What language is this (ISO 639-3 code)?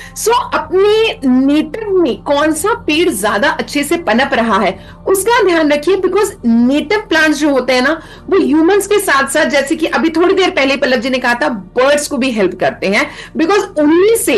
hin